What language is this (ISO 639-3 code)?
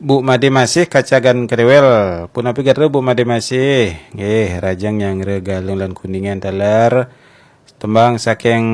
ban